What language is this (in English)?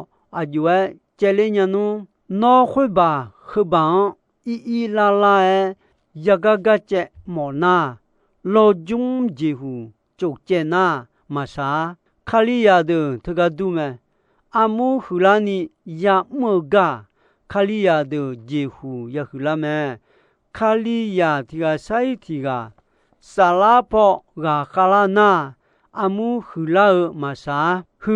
Akha